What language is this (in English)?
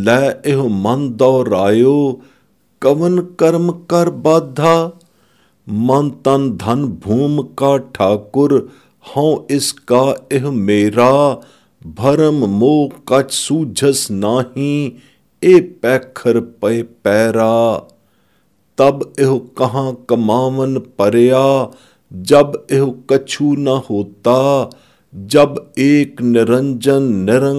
Punjabi